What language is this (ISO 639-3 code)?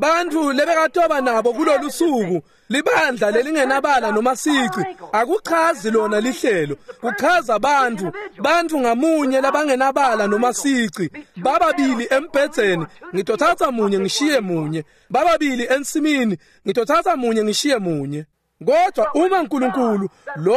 ssw